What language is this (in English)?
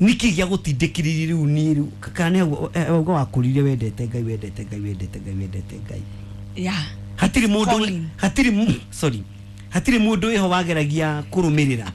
Kikuyu